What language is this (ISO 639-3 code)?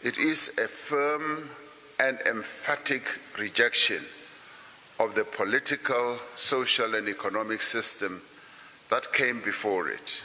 eng